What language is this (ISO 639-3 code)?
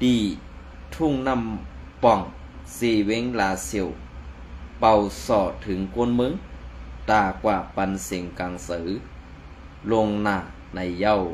shn